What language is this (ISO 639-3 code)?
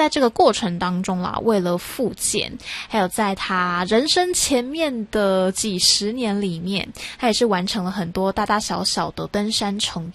zho